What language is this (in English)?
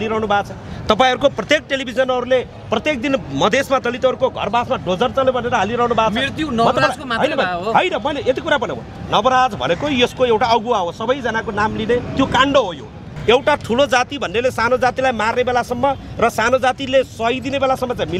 Nepali